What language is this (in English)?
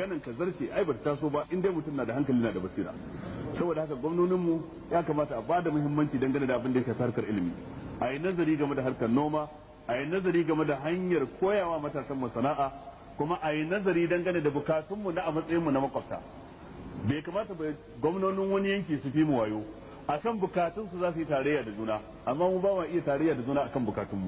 Hausa